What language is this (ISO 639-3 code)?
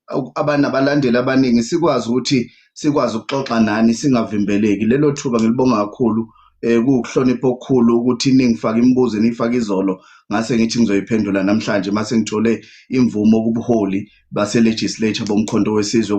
zul